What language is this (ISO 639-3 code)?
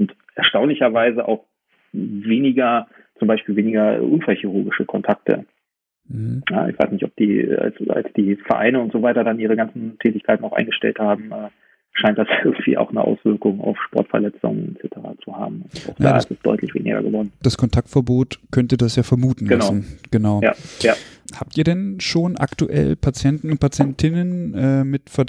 deu